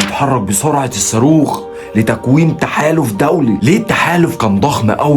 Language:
Egyptian Arabic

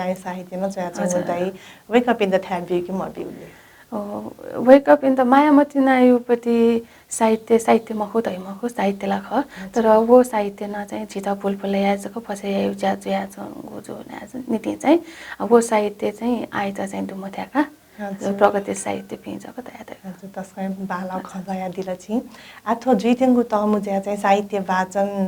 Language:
Newari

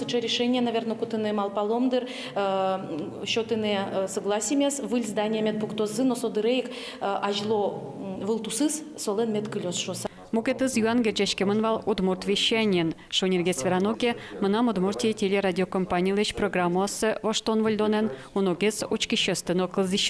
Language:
Udmurt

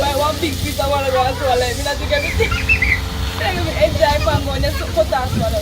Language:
Jamaican Creole English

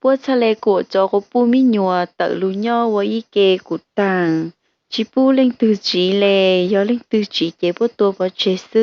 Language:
Hmong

